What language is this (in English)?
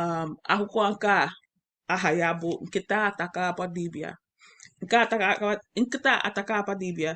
Igbo